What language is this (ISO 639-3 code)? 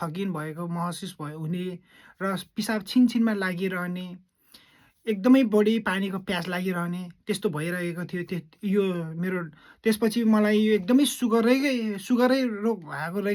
nep